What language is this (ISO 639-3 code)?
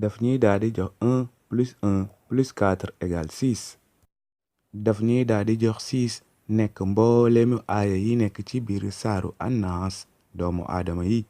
wol